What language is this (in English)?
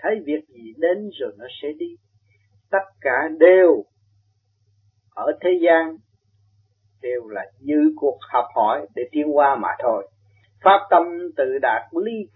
Vietnamese